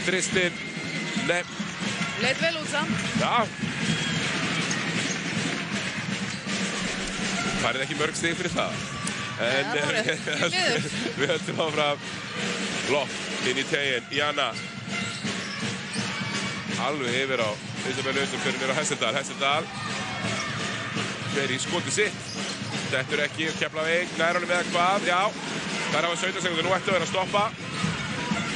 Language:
Icelandic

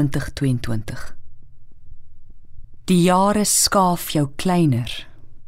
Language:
Afrikaans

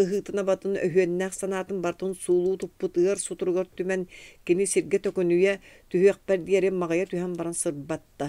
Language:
Yakut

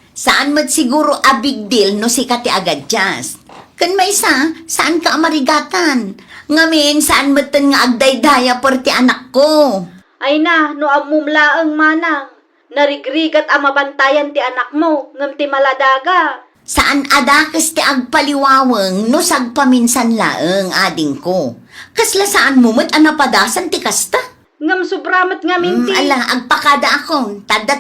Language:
Iloko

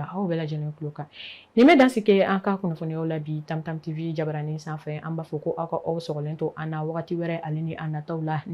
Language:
Bambara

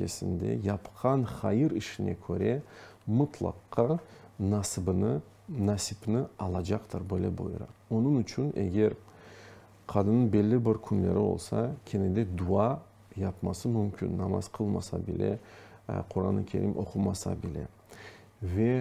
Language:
Crimean Tatar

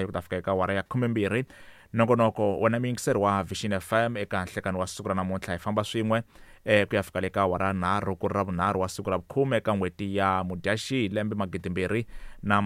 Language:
Tsonga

